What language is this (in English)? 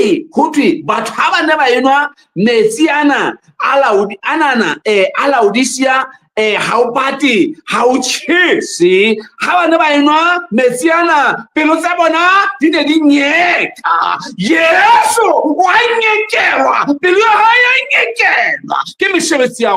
Southern Sotho